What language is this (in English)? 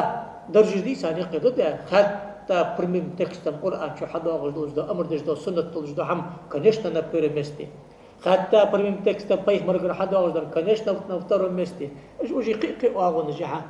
Ingush